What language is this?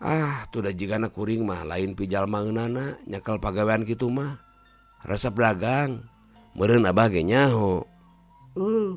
Sundanese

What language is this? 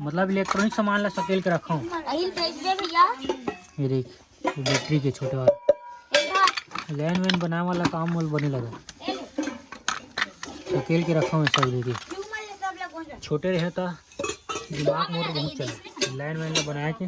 Chhattisgarhi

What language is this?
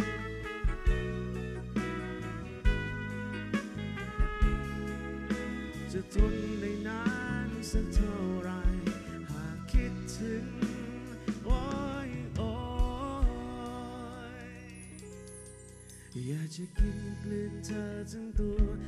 Thai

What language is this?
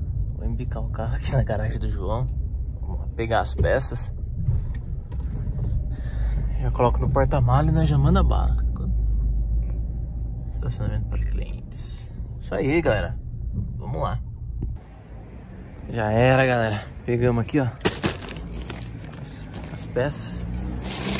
Portuguese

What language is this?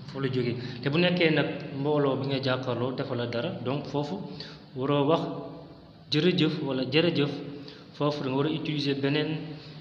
Wolof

